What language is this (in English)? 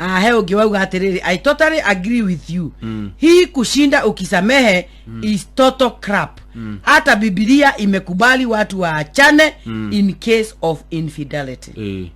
Kikuyu